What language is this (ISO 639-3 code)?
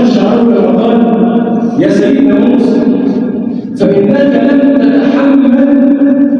arz